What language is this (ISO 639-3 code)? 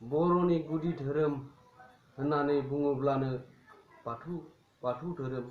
brx